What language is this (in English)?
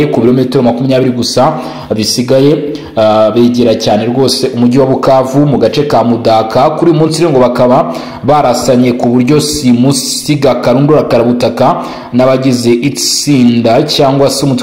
Kinyarwanda